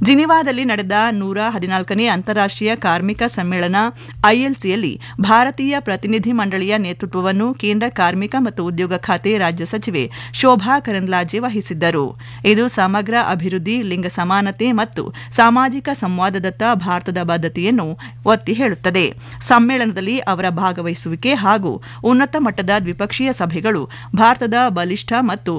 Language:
Kannada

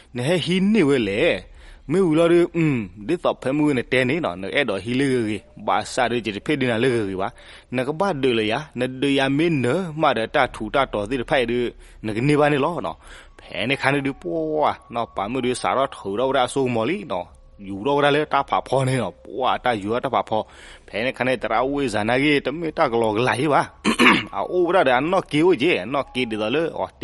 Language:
S'gaw Karen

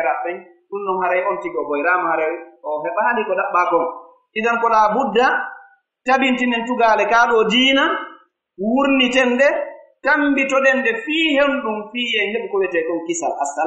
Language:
Pular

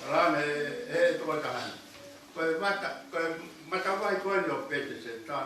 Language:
Tongan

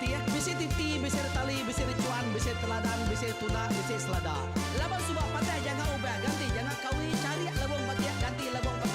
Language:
Iban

